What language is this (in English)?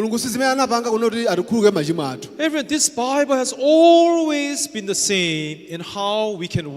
Nyanja